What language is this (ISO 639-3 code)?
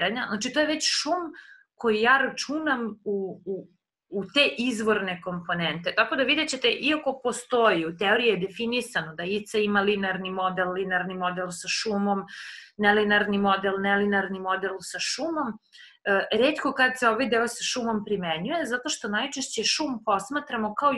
srp